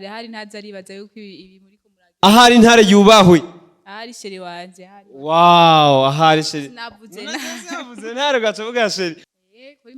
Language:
Rundi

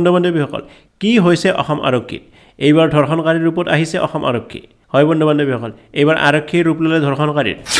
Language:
Assamese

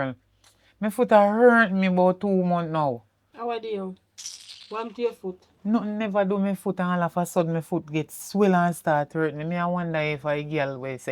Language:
Jamaican Creole English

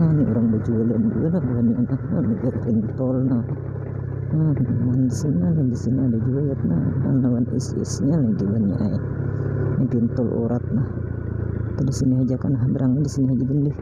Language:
Banjar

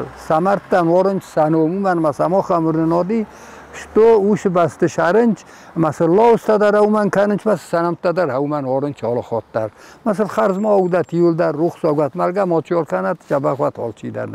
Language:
Ossetic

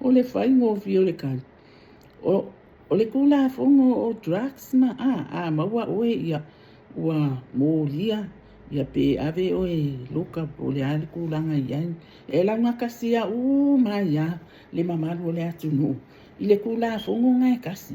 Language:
Samoan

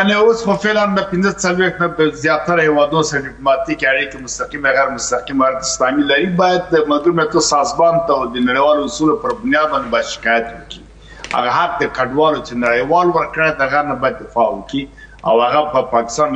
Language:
Pashto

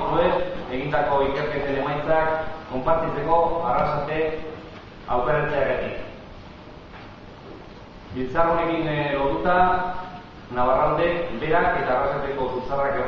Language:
Basque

